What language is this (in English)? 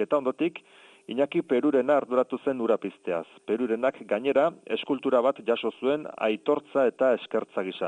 Basque